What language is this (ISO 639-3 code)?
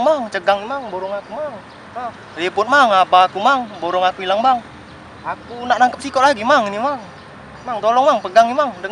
mui